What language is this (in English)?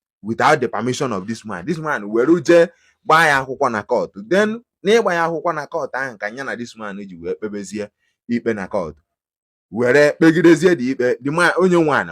Igbo